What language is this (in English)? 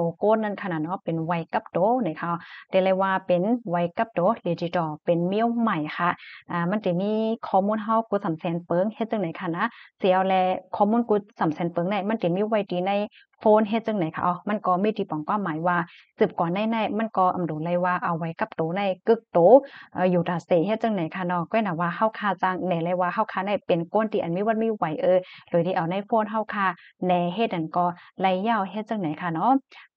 Shan